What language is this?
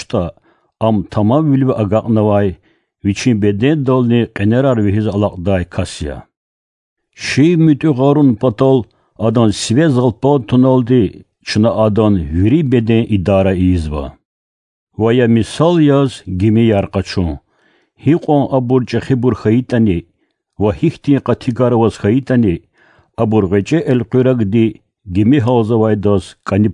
Lezghian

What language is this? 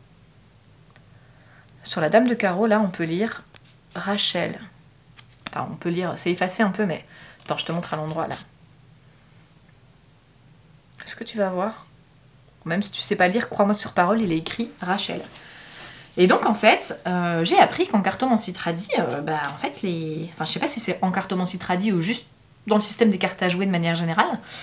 French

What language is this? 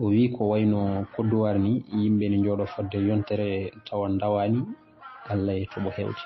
Fula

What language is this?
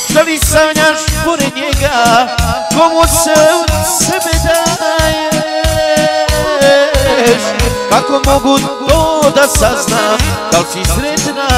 Bosnian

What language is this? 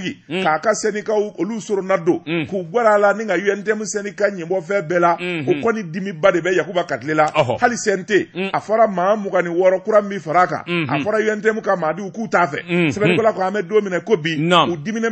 Bambara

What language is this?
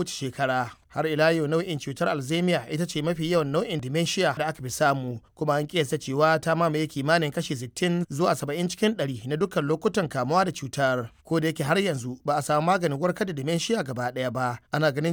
Hausa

